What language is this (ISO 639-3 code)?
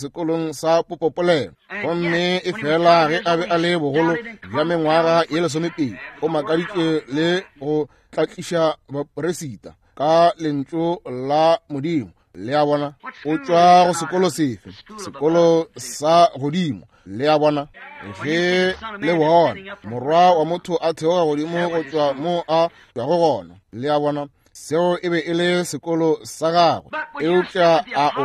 nso